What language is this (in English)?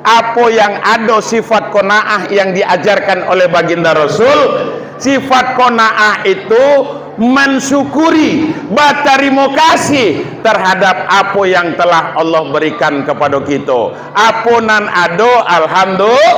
Minangkabau